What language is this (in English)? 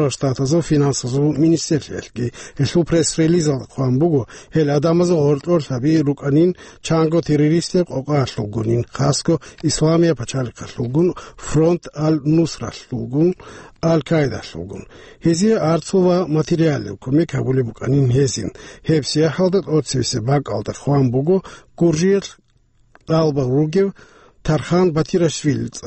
Avaric